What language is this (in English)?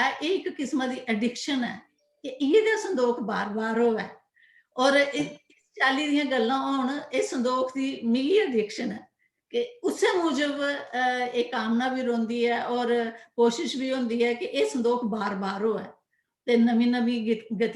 Dogri